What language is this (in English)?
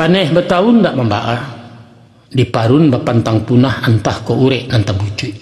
Minangkabau